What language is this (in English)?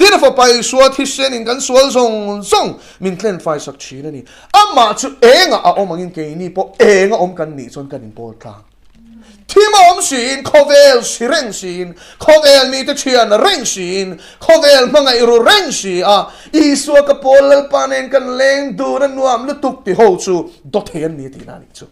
Mizo